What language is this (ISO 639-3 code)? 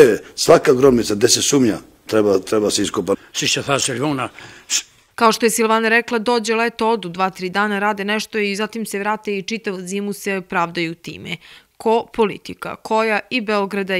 srp